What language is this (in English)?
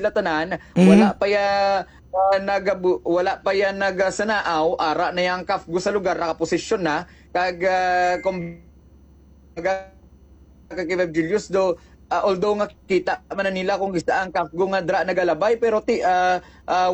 Hiligaynon